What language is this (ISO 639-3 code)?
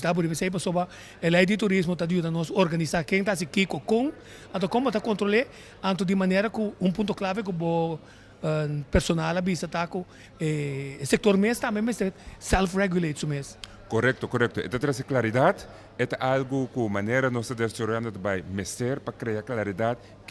pap